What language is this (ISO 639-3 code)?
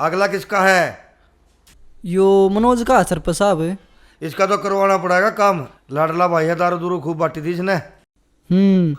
bgc